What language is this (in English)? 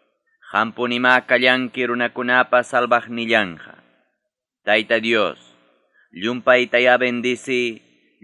Ayacucho Quechua